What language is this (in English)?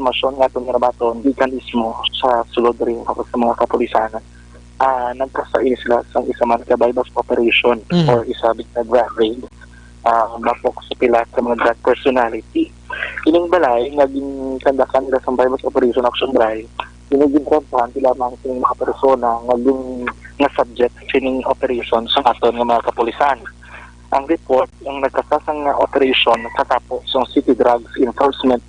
Hiligaynon